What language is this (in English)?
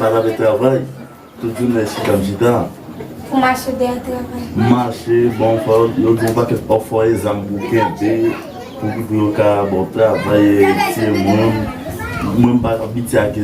Haitian Creole